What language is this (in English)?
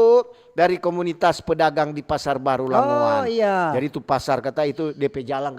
Manado Malay